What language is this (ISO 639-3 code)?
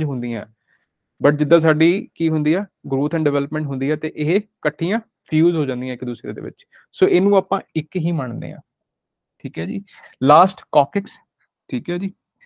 pan